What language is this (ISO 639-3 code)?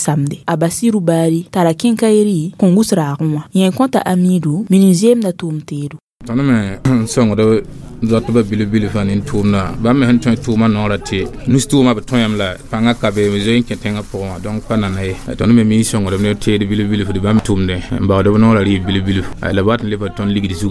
mos